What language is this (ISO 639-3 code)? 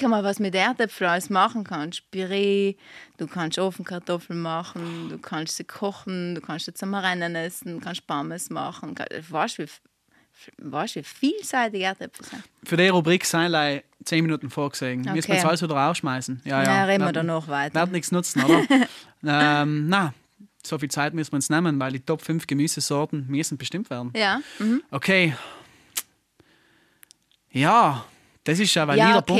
deu